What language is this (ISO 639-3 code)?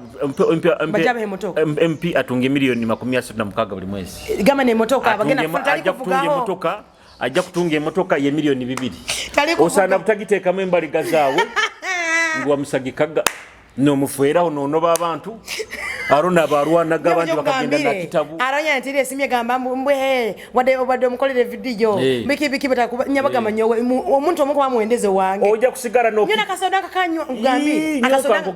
nyo